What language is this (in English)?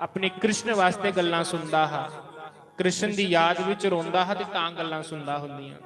Dogri